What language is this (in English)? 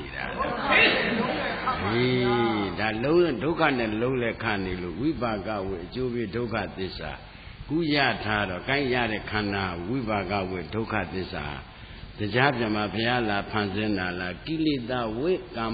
Burmese